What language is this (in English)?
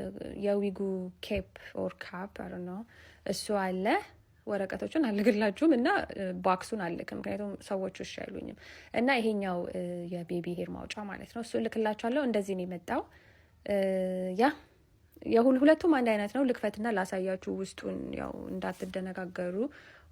Amharic